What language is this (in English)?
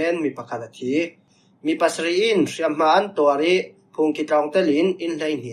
Falam Chin